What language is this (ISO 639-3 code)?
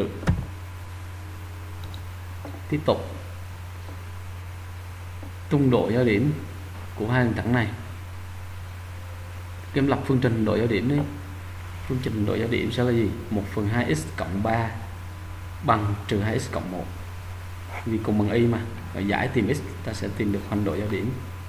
vie